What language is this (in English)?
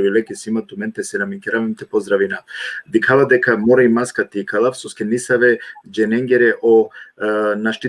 Balkan Romani